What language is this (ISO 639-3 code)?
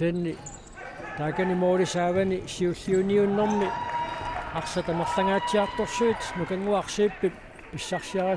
kal